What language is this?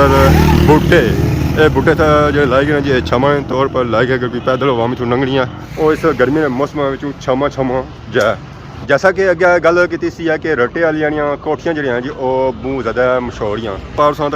Pahari-Potwari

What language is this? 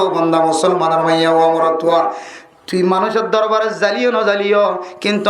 Rohingya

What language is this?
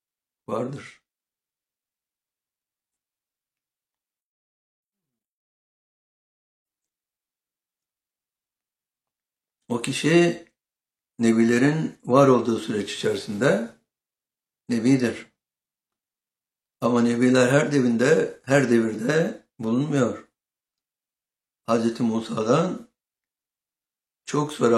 Turkish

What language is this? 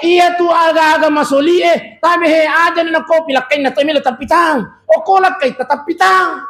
Buginese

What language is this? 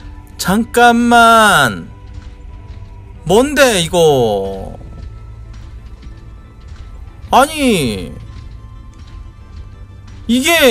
Korean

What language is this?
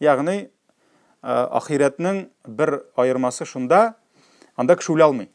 Tatar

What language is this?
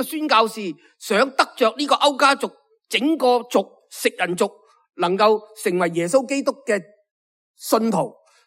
Cantonese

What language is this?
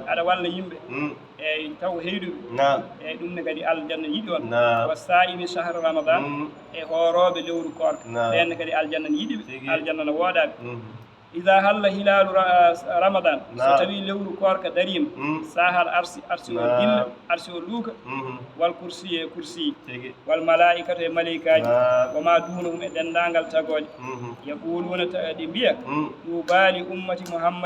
Fula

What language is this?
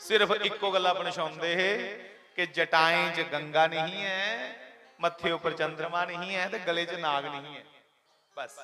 Dogri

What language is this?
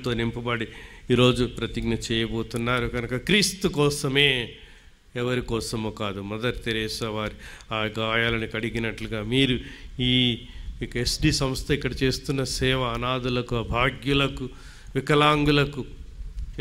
Telugu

